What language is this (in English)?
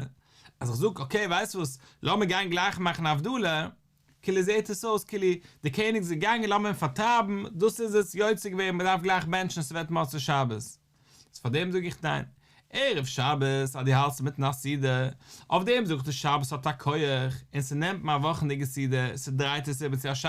Yiddish